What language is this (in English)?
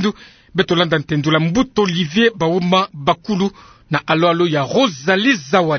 Kituba (Democratic Republic of Congo)